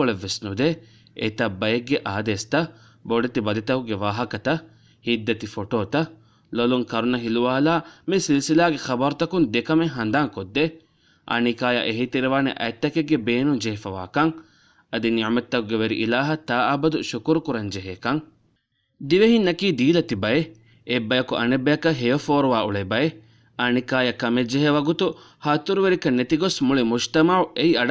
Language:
Divehi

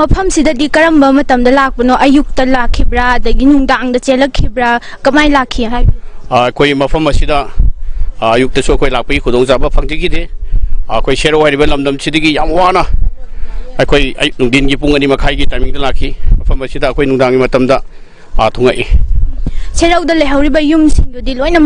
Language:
Manipuri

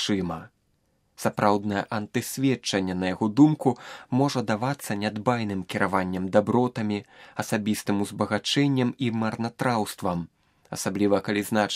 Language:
Belarusian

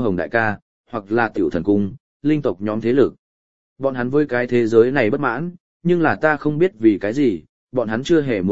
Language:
Vietnamese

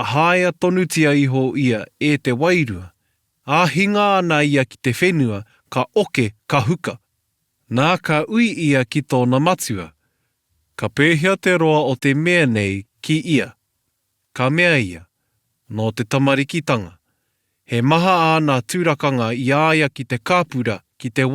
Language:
Māori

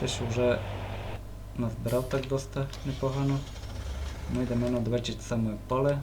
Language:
Rusyn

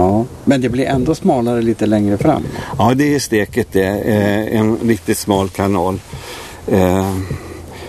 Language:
Swedish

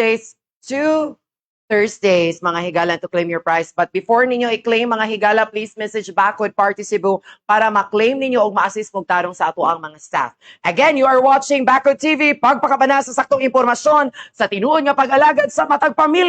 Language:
Cebuano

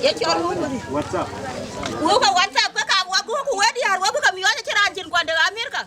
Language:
Dinka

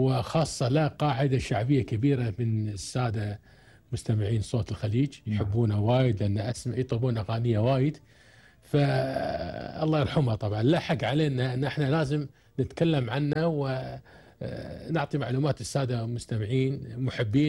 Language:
Gulf Arabic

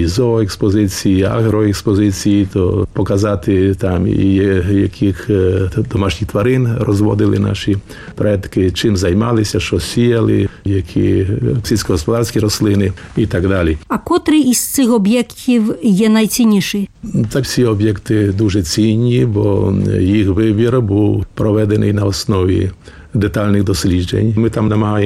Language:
Ukrainian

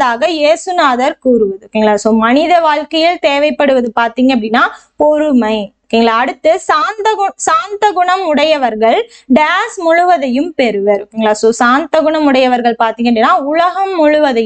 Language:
Tamil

